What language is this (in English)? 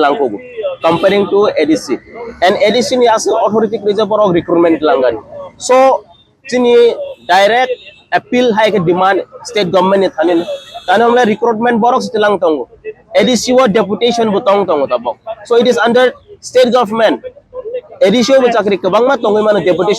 Kok Borok